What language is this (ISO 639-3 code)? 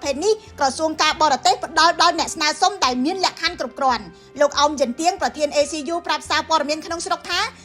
khm